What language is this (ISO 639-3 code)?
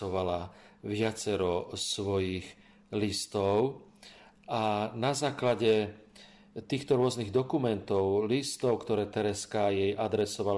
slk